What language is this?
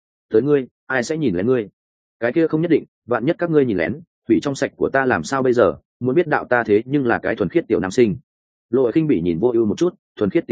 Vietnamese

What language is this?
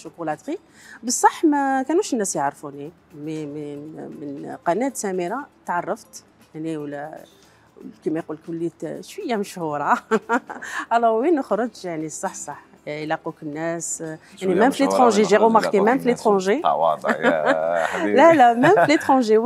Algerian Arabic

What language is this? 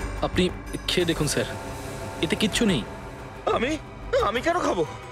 Bangla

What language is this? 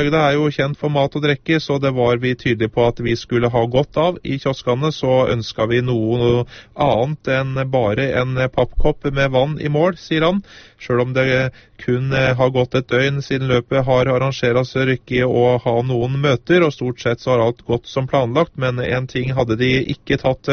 Norwegian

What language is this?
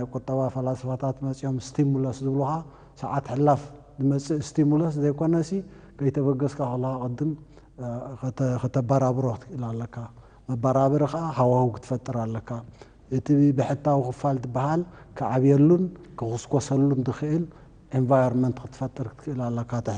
Tigrinya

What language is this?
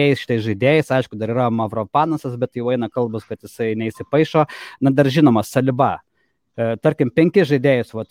Lithuanian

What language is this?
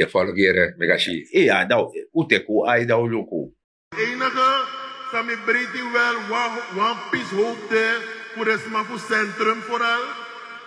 Sranan Tongo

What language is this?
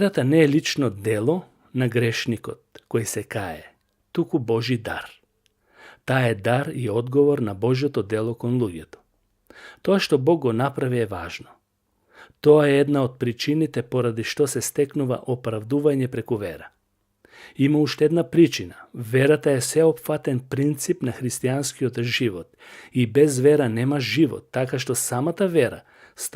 Macedonian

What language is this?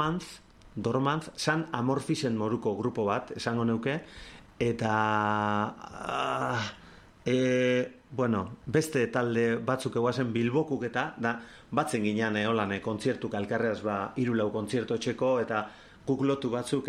Basque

